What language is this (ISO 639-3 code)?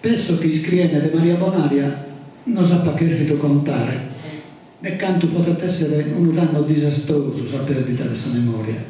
srd